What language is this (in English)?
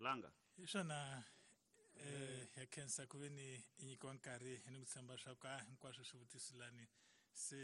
Tsonga